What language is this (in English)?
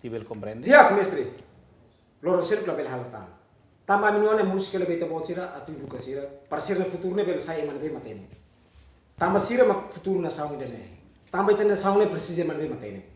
Tetum